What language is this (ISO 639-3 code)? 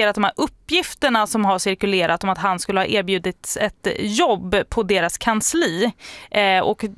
swe